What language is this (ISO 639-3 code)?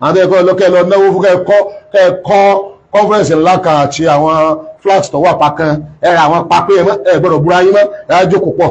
yor